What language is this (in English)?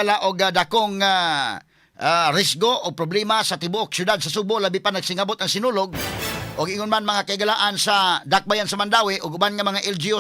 Cebuano